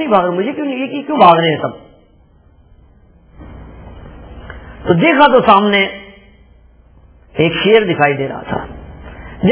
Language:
Hindi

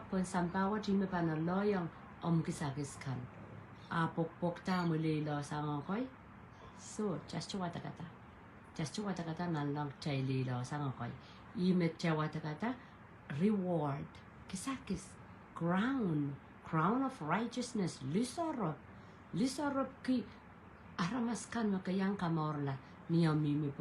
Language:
Pohnpeian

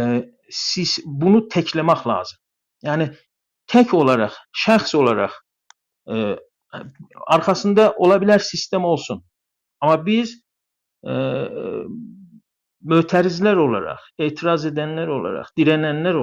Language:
South Azerbaijani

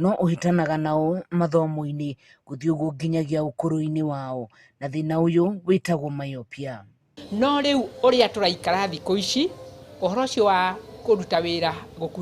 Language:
Kikuyu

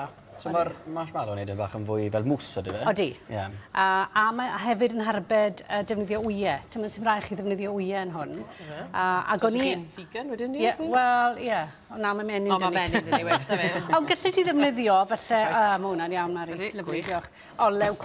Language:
Welsh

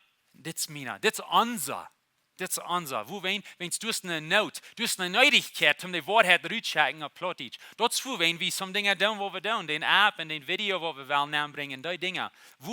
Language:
Plautdietsch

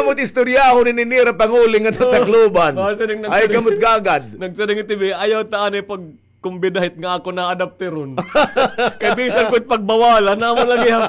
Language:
Waray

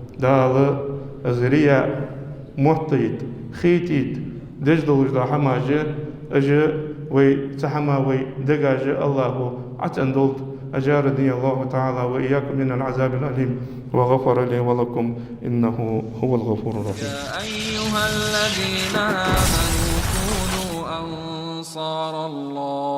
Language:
Ingush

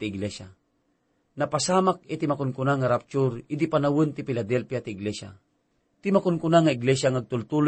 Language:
Iloko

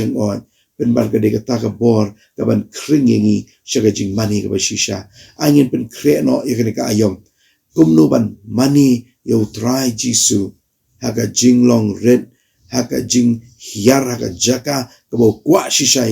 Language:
Khasi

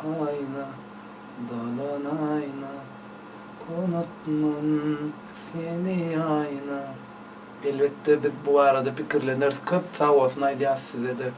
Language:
Turkmen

